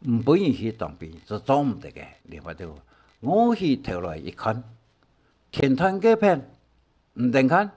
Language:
Hakka Chinese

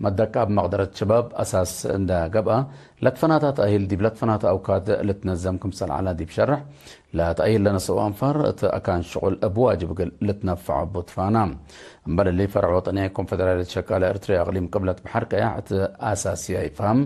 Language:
Tigre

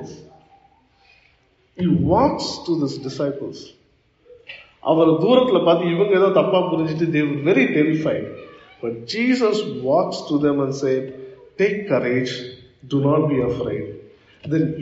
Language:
Tamil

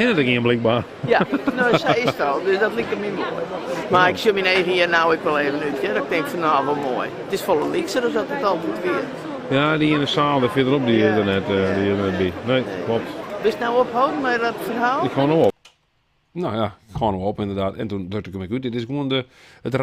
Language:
Western Frisian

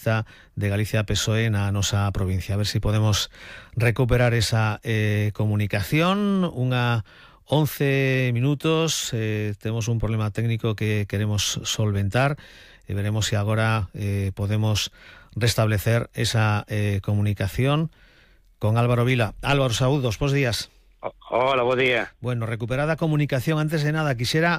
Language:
Galician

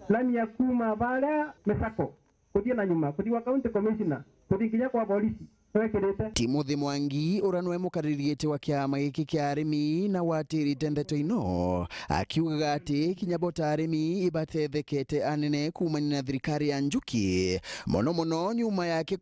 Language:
Meru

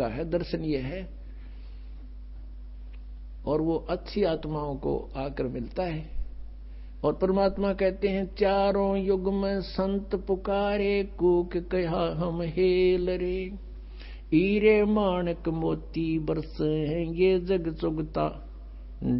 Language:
Hindi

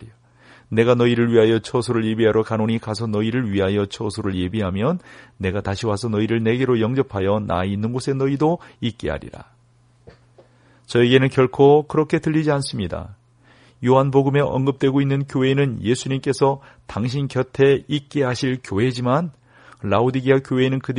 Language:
Korean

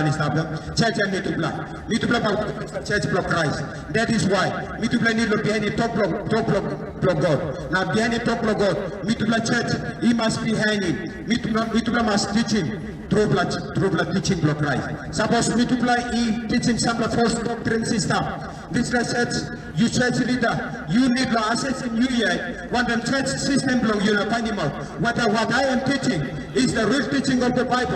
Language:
Tok Pisin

